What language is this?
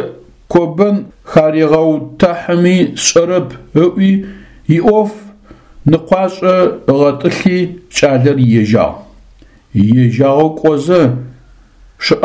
Adyghe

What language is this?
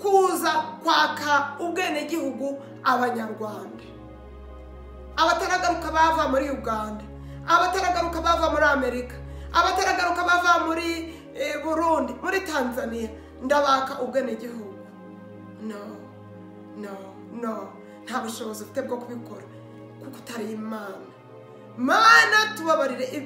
Kinyarwanda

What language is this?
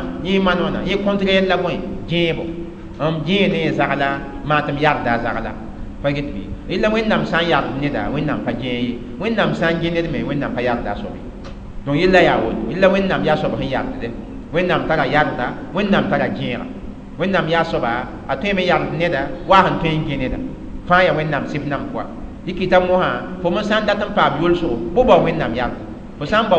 Mossi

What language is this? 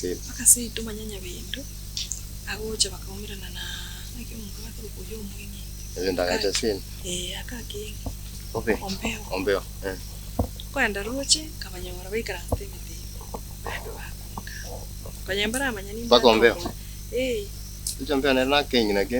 Gusii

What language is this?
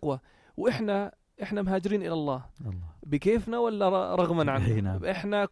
North Levantine Arabic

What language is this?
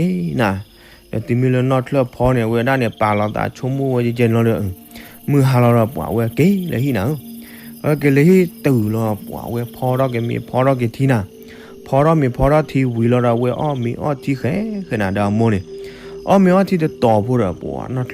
S'gaw Karen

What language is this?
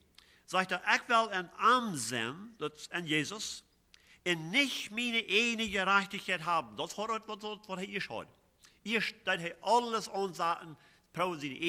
Plautdietsch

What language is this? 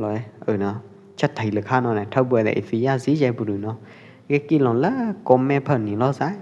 Pwo Eastern Karen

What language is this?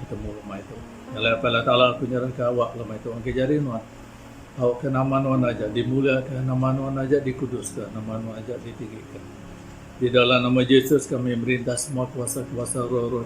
Iban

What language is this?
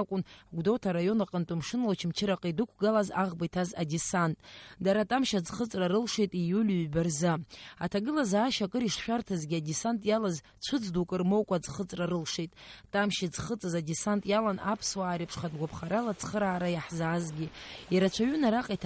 Abkhazian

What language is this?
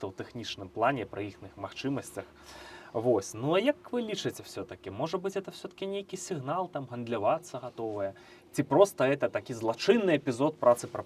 Belarusian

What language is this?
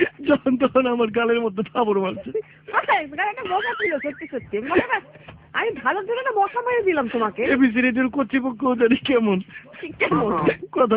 Bangla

